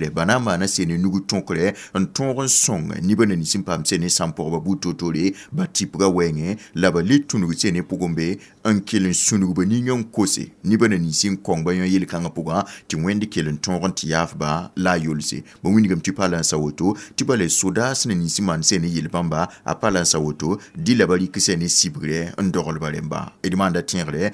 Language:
Mossi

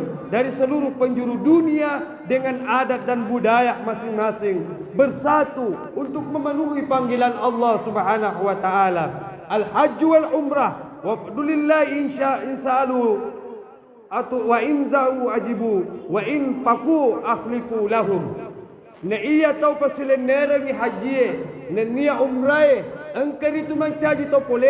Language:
Buginese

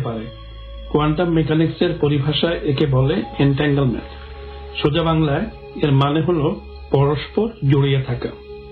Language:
Bangla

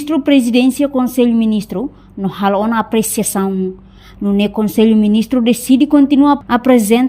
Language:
Tetum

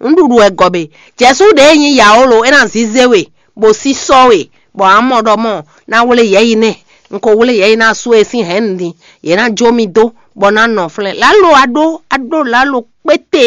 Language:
Fon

